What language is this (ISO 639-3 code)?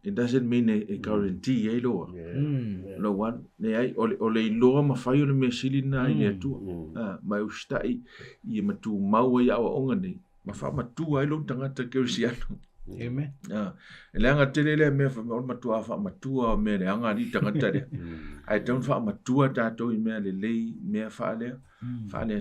smo